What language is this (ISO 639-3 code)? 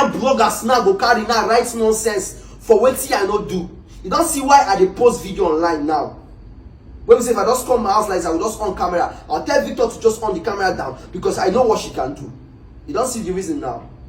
pcm